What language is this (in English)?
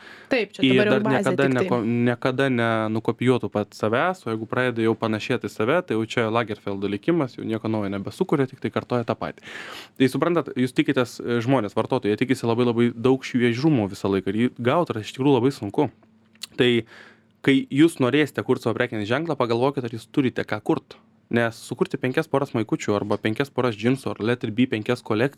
Lithuanian